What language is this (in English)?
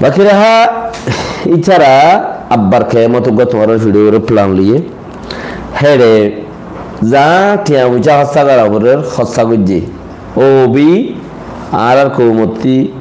Rohingya